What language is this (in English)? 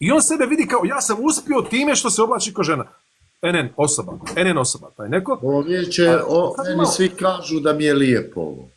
Bosnian